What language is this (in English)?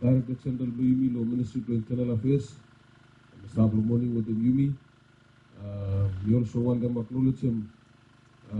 Bislama